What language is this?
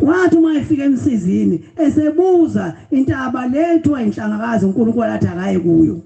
Zulu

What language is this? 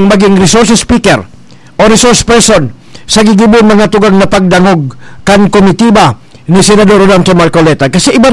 Bikol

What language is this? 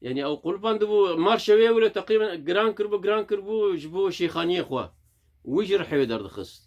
Kurdish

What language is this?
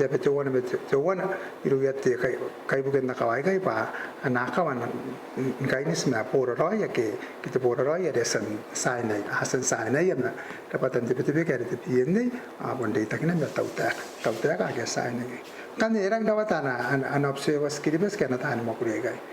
Gilbertese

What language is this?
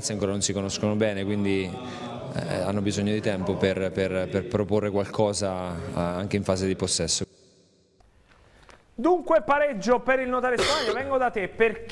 Italian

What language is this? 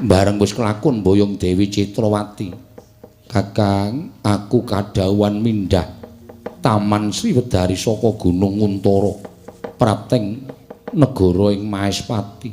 Javanese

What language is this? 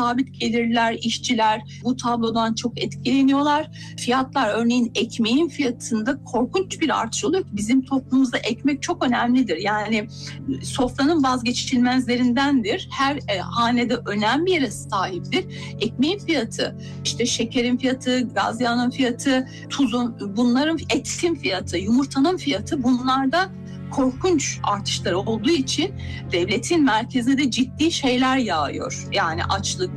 Turkish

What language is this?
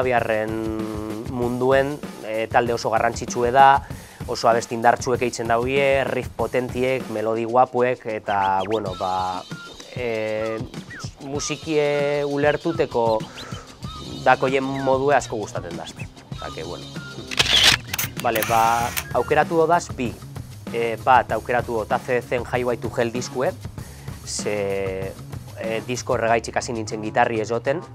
Basque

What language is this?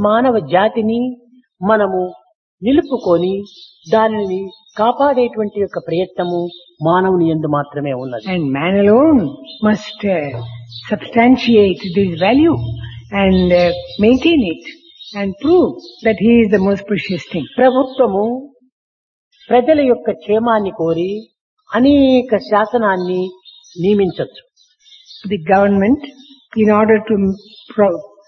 Telugu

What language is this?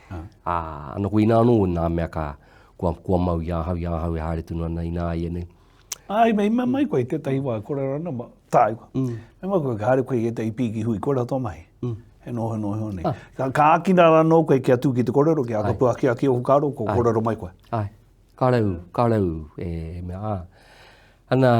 Māori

